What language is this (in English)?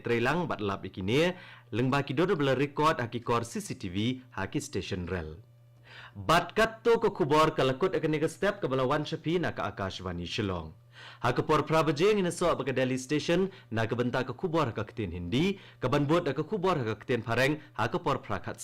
Khasi